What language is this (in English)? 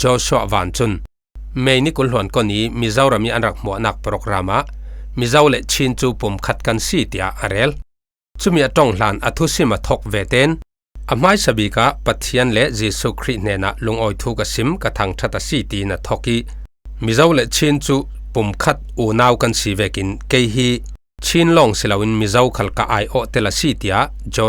Falam Chin